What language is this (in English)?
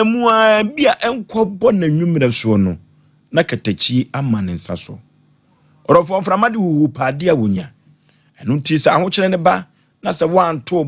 Akan